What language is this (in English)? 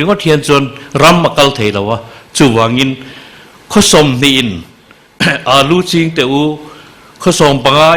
Mizo